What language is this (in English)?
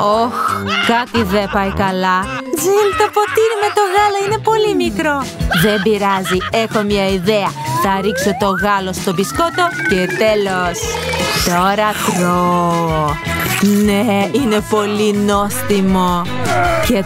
Greek